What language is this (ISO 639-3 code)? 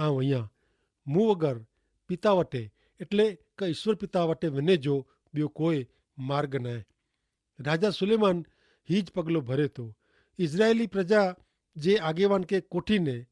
kfr